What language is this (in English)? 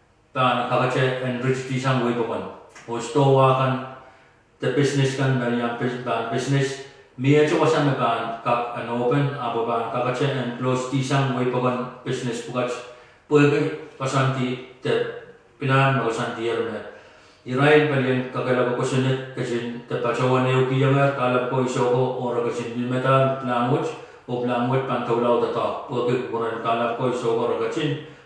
Pohnpeian